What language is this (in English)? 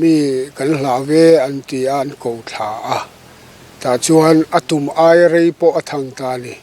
Mizo